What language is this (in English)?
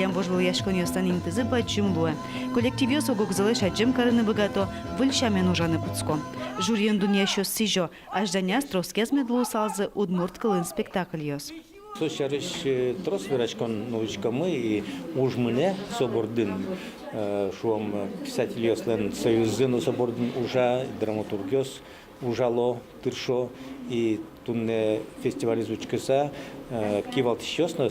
Udmurt